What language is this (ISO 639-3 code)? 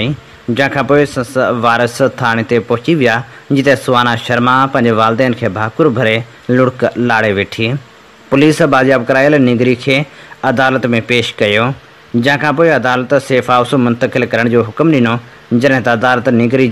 snd